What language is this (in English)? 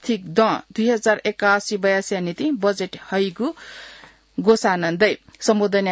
Newari